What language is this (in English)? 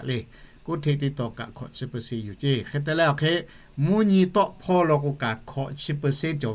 Lahu